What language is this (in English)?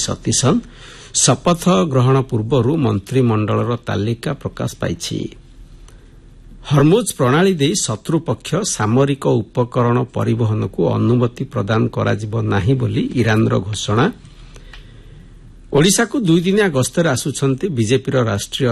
Odia